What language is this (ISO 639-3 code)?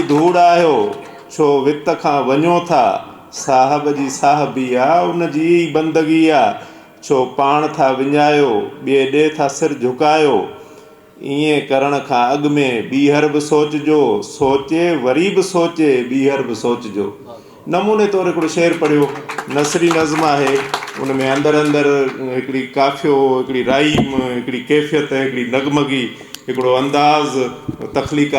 snd